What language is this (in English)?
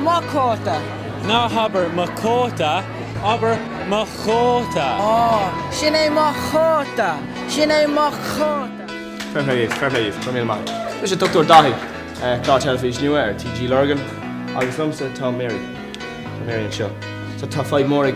Irish